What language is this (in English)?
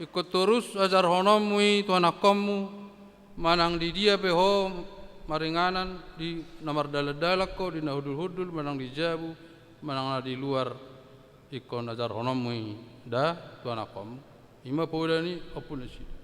Batak Toba